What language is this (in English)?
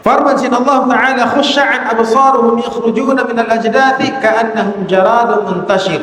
Tausug